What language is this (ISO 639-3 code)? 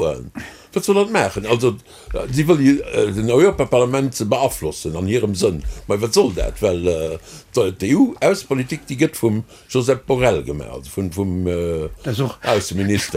ltz